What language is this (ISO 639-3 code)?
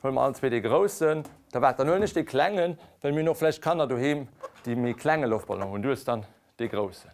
ltz